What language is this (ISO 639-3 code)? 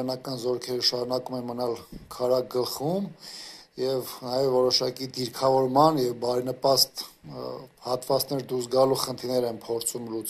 hye